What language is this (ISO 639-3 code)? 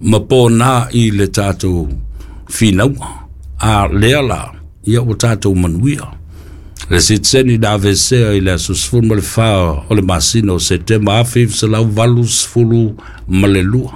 smo